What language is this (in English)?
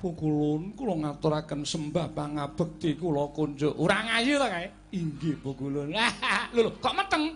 Javanese